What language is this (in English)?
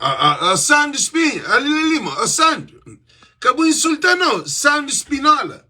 Kabuverdianu